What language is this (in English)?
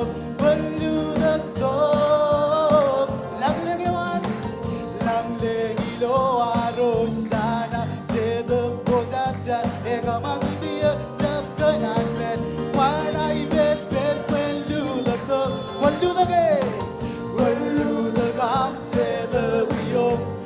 Marshallese